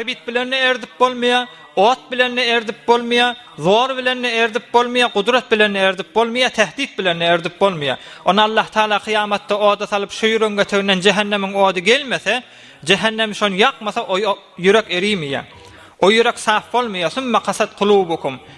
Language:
Turkmen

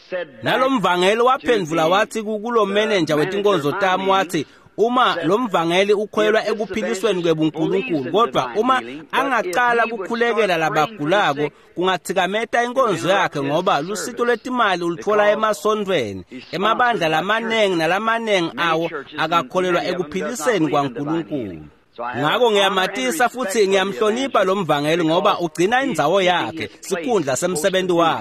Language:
Swati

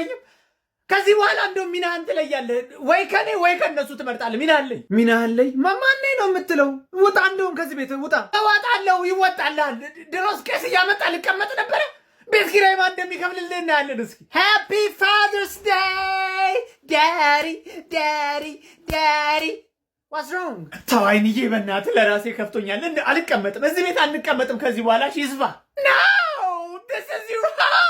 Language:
Amharic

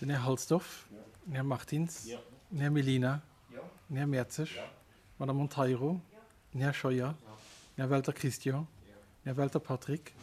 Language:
Luxembourgish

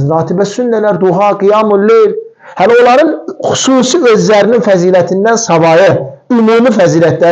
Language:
Azerbaijani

